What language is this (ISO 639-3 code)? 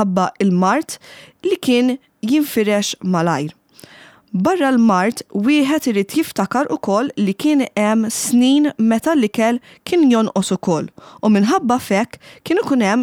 mlt